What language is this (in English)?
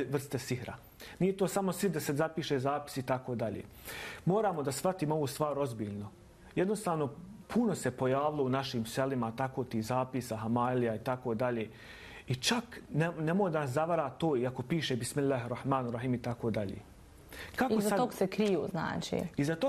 Bosnian